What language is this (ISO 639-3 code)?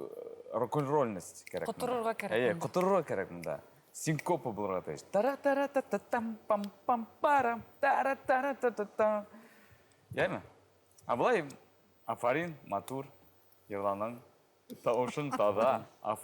bak